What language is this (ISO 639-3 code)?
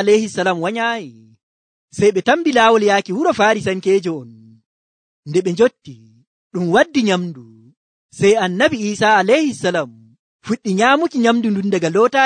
fuv